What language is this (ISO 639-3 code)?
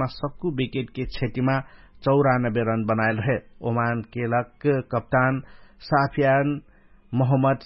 thl